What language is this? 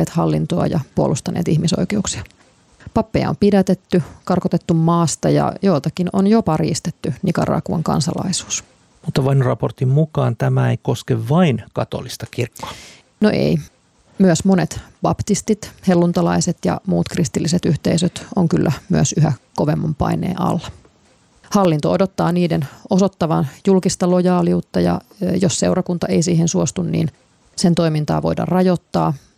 Finnish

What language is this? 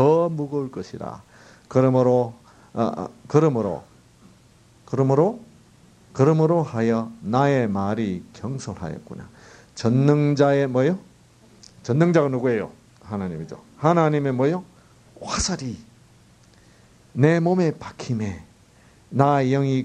Korean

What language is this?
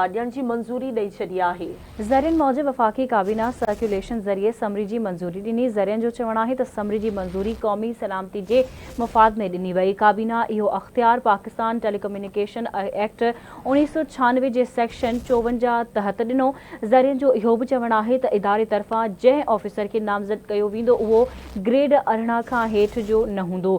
Sindhi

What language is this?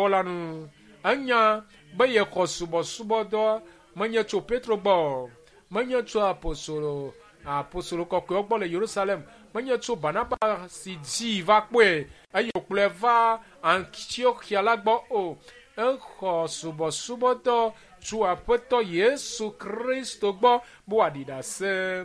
Ewe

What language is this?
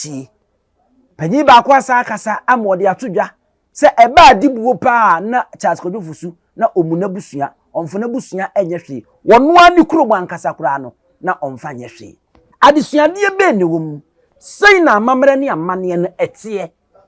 Akan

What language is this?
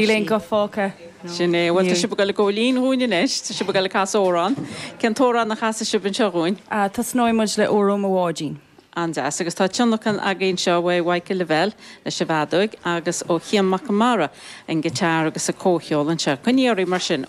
Irish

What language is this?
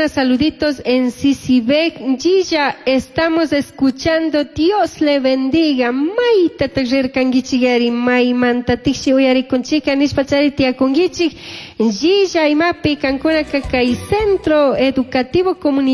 Chimborazo Highland Quichua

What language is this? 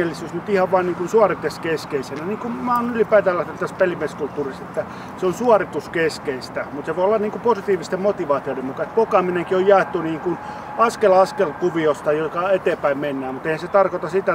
Finnish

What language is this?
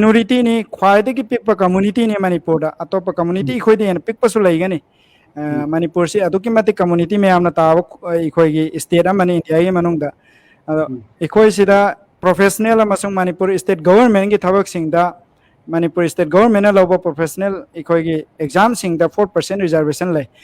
Manipuri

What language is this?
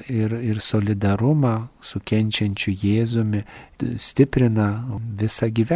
Lithuanian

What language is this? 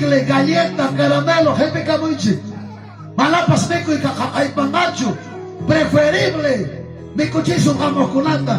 Ayacucho Quechua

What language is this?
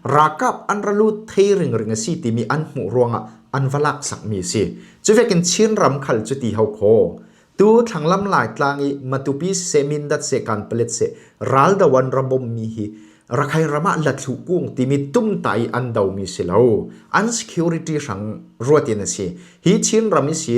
Falam Chin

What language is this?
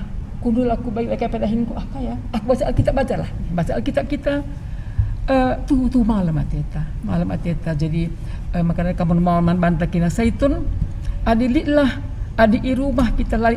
Batak Karo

